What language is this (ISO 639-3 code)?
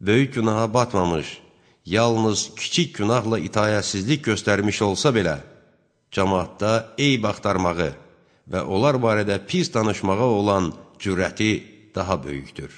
aze